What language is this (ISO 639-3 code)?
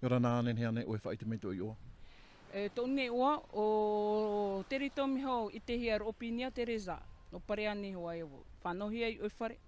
tah